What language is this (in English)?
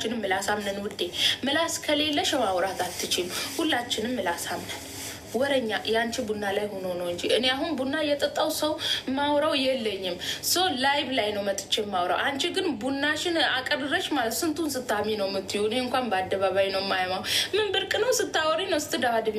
Amharic